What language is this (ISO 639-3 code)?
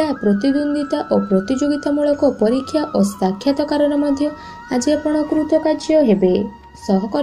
ori